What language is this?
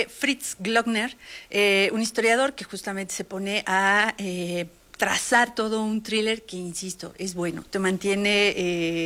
Spanish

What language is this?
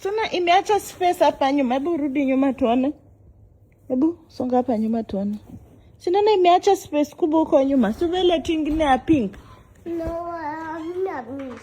Swahili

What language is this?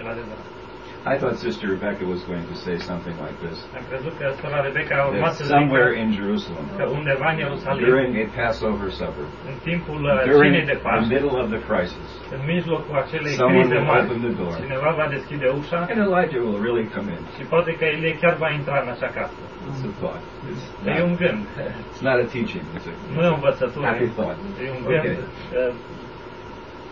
Romanian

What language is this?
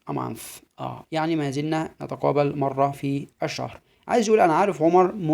Egyptian Arabic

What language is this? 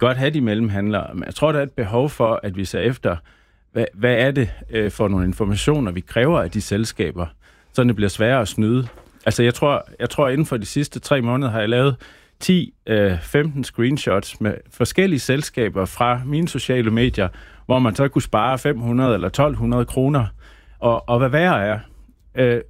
Danish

